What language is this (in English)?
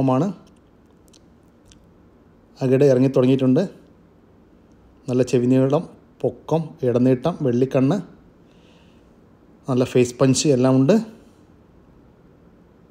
Malayalam